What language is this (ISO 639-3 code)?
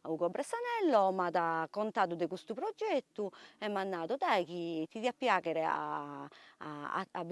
srd